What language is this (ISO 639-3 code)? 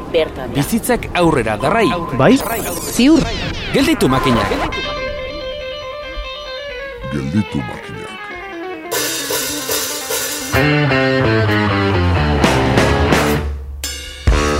eus